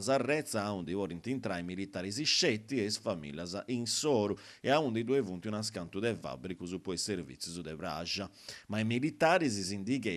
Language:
Sardinian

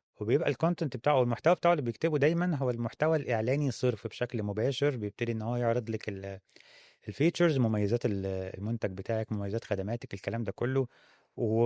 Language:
Egyptian Arabic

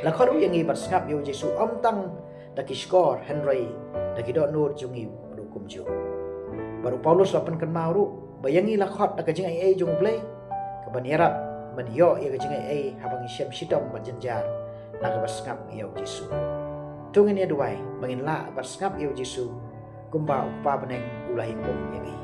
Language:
Khasi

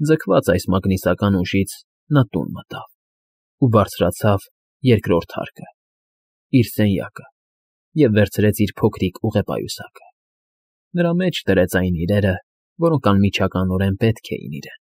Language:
Armenian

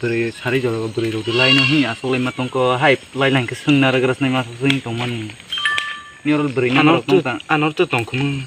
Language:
Kok Borok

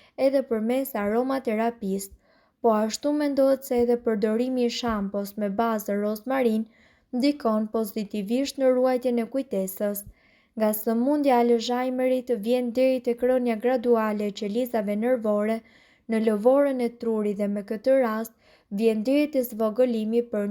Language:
Albanian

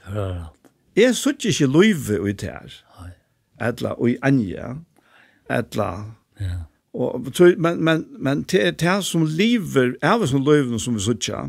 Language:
Faroese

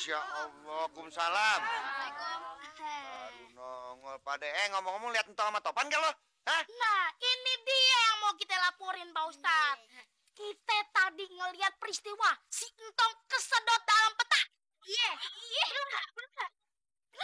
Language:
Betawi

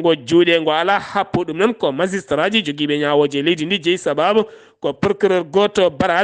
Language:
Fula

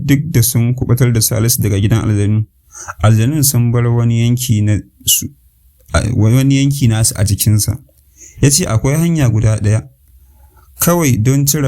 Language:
Hausa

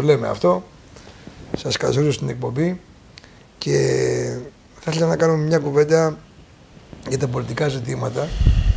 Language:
Greek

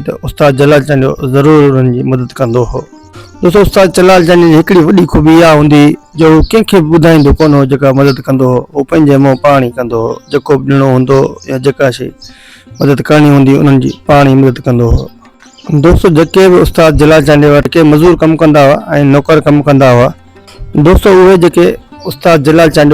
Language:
Sindhi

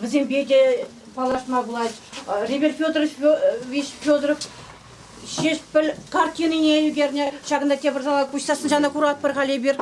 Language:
Chuvash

